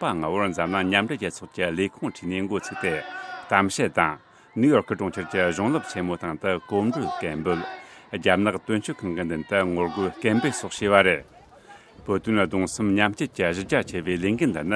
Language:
Tibetan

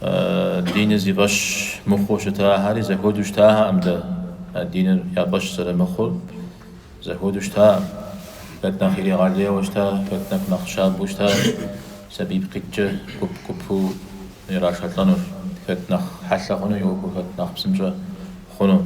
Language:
Kabardian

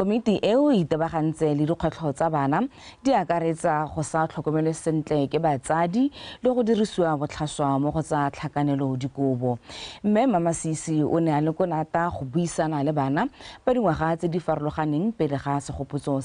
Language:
Tswana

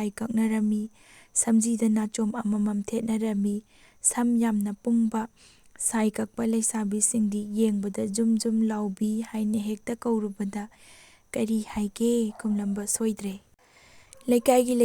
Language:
Manipuri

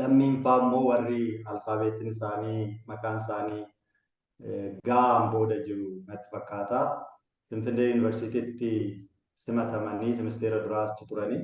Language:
Oromo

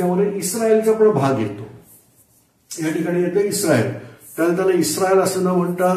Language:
Marathi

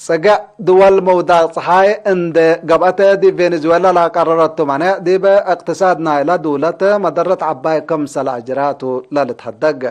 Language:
Tigre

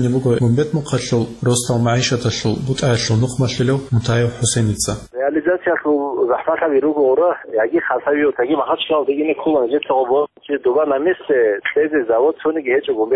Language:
Avaric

